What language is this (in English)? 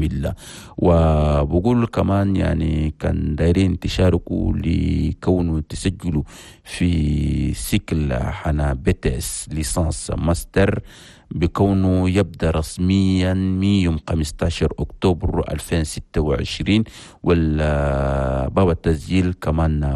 Chadian Arabic